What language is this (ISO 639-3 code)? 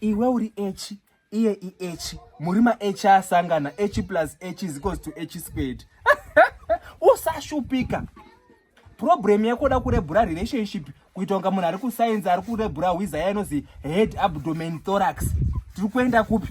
sna